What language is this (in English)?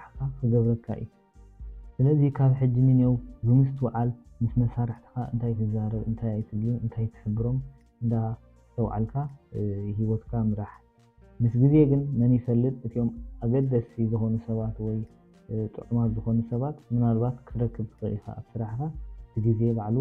Tigrinya